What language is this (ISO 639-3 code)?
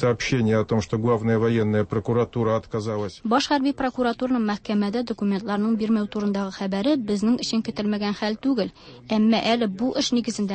tat